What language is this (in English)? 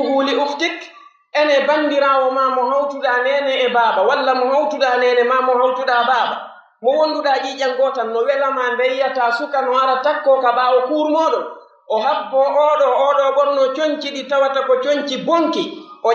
Pular